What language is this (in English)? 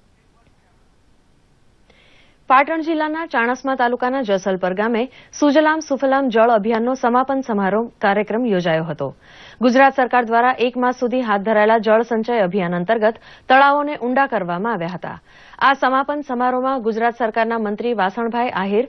Gujarati